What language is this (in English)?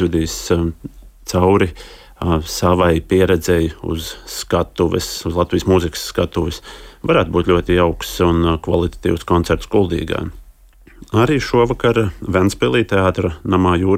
Latvian